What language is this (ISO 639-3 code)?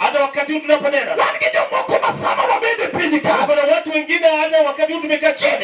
luo